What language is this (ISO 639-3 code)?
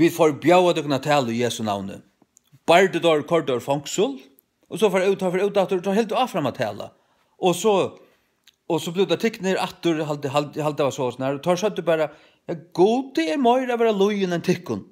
fao